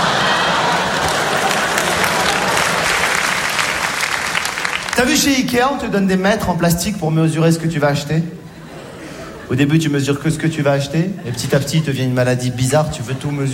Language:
French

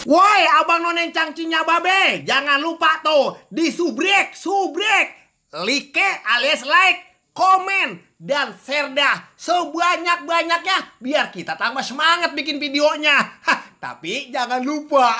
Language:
Betawi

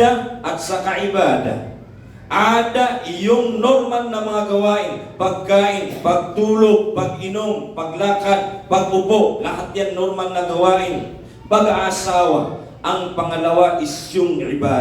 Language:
Maranao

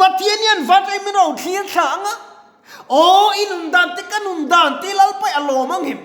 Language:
Mizo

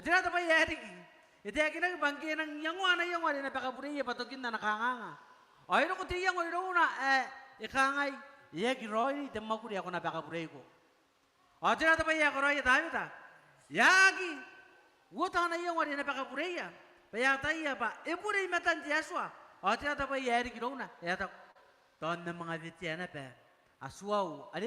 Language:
Gilbertese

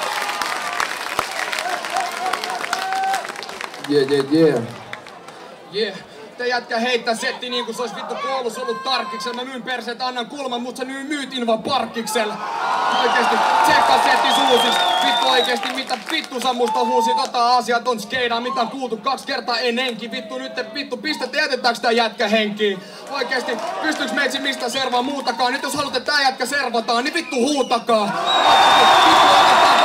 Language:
Finnish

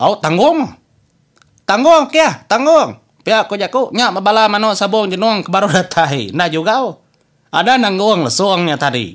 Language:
Iban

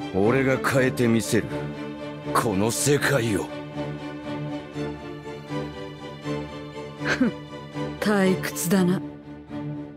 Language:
Japanese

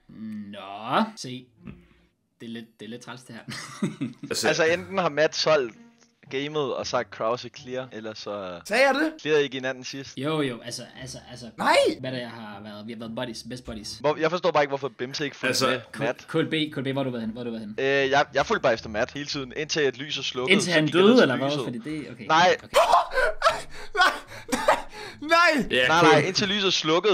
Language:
Danish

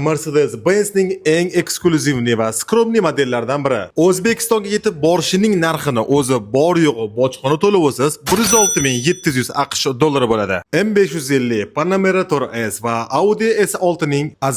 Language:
Uzbek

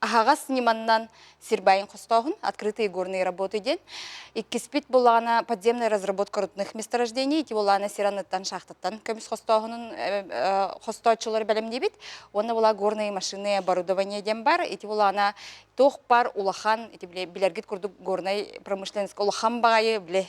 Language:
Yakut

